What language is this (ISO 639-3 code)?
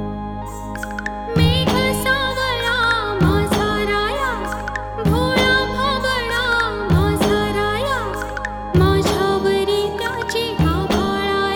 mar